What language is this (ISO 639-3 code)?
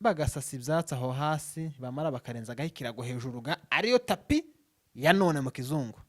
run